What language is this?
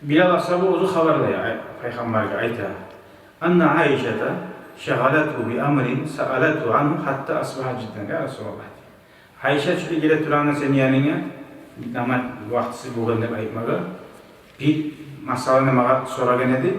Kumyk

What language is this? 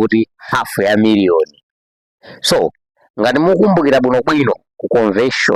Nyanja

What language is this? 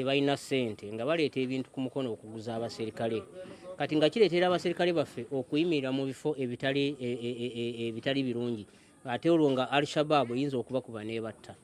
Ganda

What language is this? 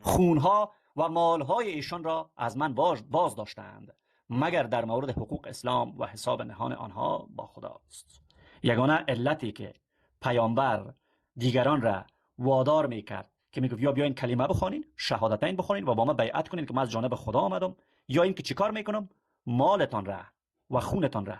Persian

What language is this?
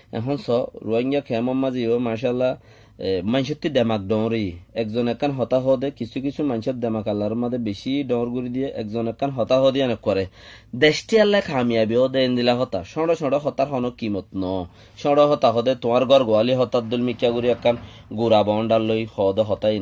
Rohingya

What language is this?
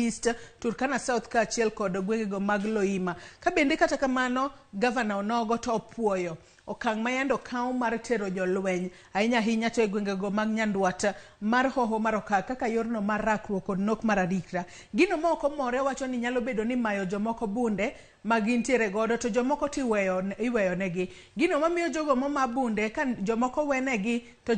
Luo (Kenya and Tanzania)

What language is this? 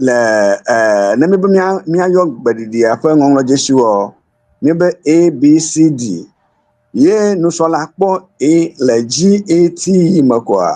Ewe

